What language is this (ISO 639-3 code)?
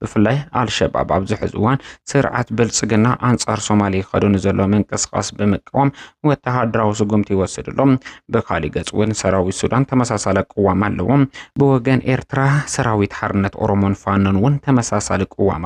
tir